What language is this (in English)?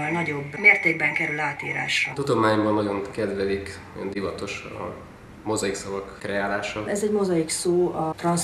Hungarian